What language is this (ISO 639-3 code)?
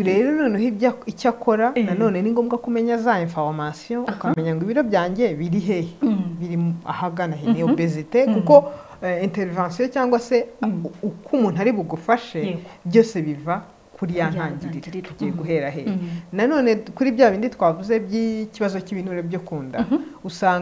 kin